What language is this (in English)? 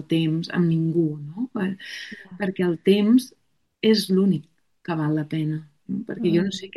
Catalan